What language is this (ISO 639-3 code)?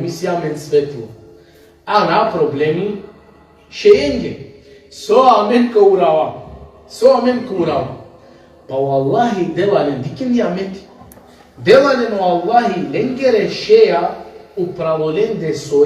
rmn